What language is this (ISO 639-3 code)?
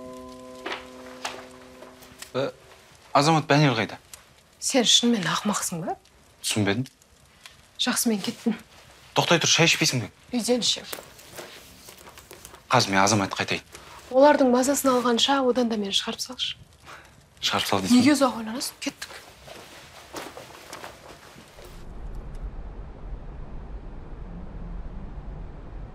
kaz